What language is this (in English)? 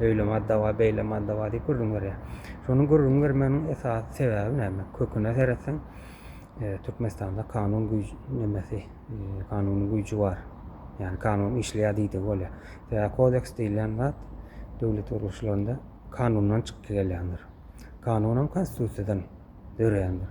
Turkmen